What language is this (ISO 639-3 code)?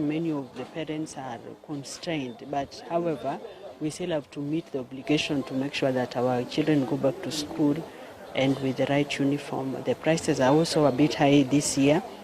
guz